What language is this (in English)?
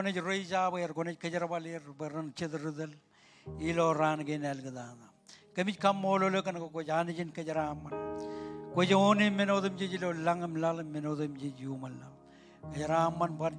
Marshallese